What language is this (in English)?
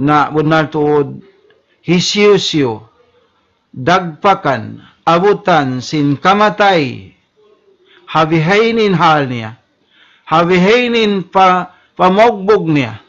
Tausug